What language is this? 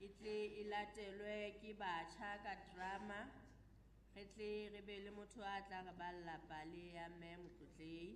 Southern Sotho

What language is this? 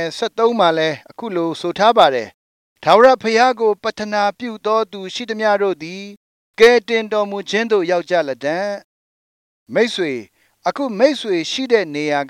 Burmese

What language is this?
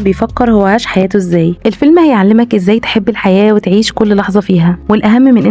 Egyptian Arabic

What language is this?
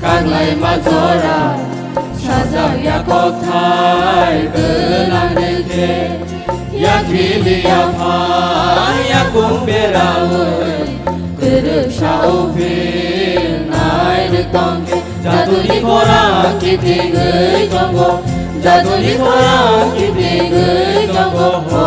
Kok Borok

